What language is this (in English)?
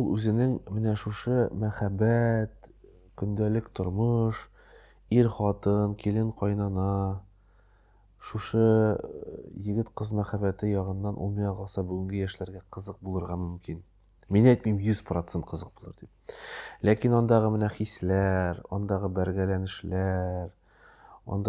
Tatar